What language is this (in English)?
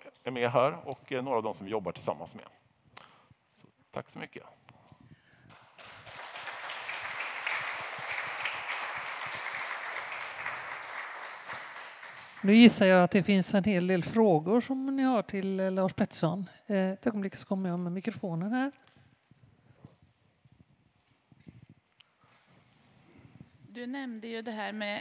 Swedish